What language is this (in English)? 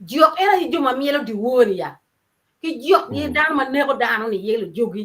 Acoli